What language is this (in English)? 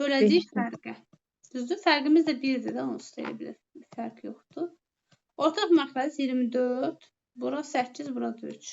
Azerbaijani